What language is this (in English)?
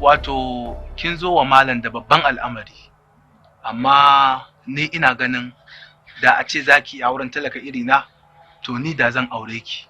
Hausa